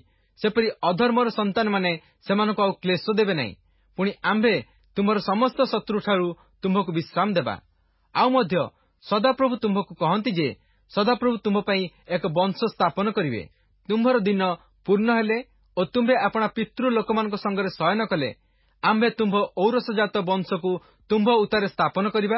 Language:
Odia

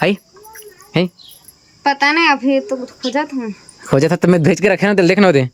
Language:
Chhattisgarhi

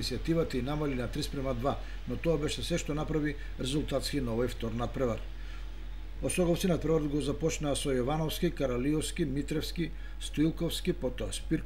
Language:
Macedonian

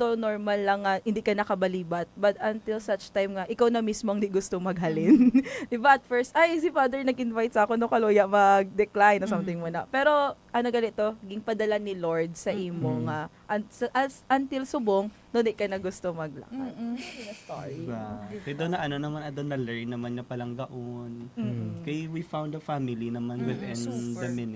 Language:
Hiligaynon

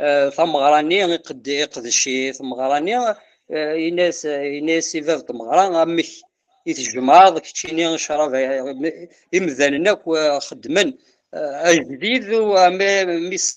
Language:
Kabyle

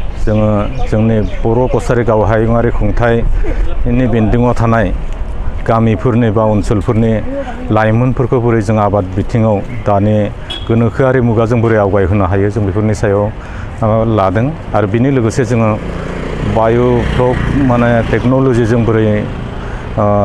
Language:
Bodo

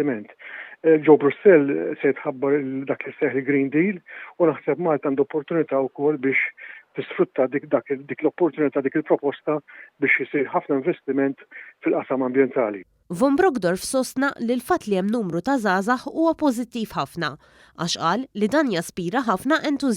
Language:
Maltese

